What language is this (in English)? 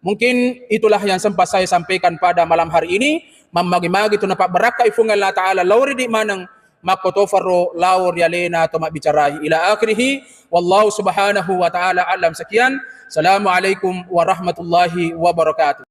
Buginese